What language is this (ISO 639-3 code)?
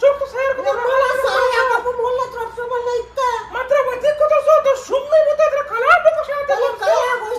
bgp